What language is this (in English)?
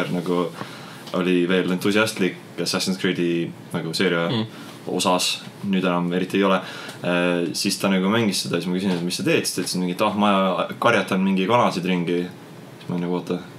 Estonian